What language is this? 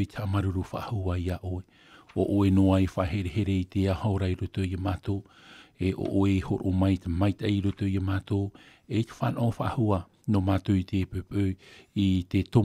Tahitian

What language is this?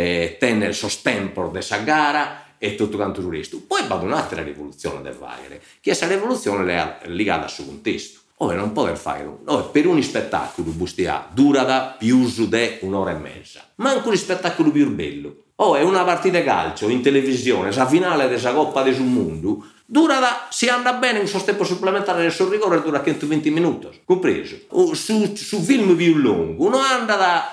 Sardinian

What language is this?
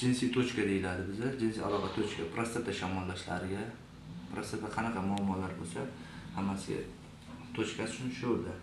Uzbek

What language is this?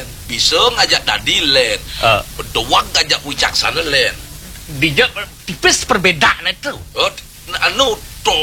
Balinese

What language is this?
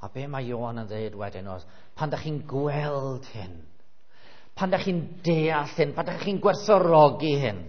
Welsh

